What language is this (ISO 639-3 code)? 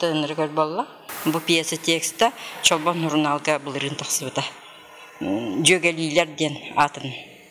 sah